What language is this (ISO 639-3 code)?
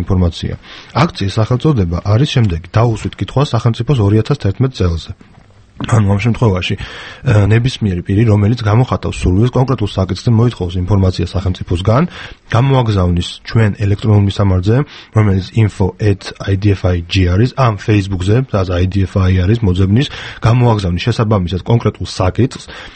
kat